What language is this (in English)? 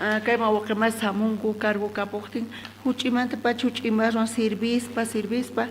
South Bolivian Quechua